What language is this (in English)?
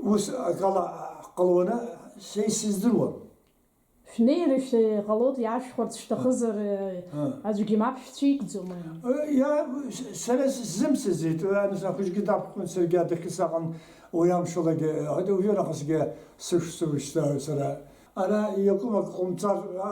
Abkhazian